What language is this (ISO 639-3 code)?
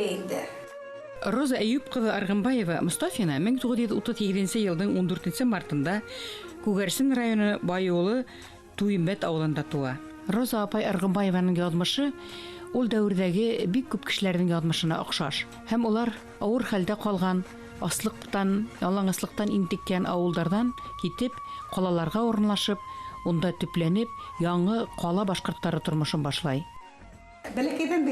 bak